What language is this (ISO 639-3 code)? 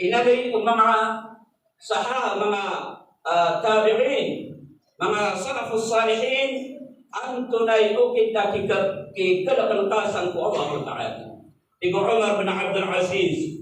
mrw